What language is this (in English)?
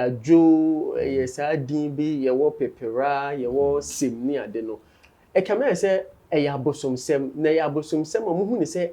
Akan